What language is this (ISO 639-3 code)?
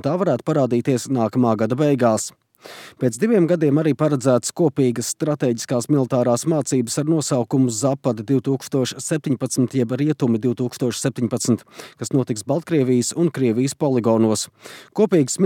lav